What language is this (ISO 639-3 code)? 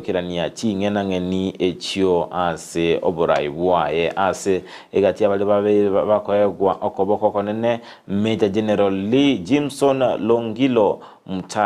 guz